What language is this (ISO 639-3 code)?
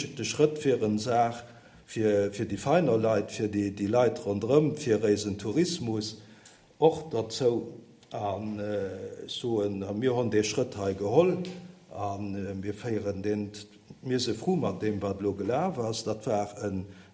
ltz